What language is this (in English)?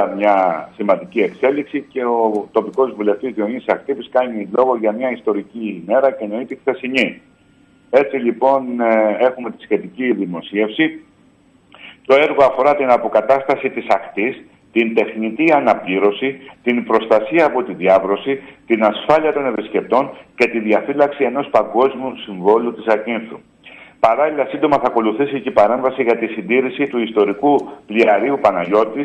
Greek